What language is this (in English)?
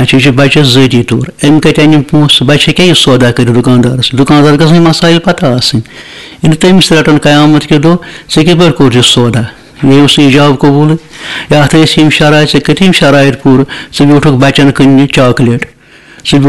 Kashmiri